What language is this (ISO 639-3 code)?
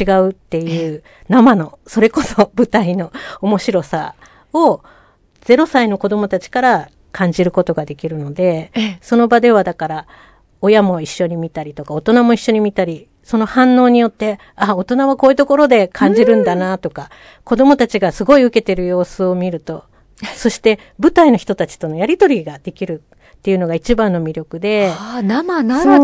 jpn